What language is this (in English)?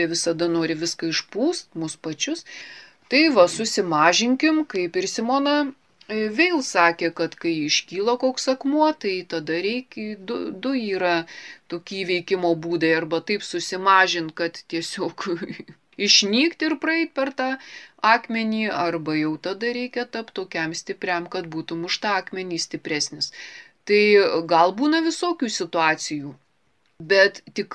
Lithuanian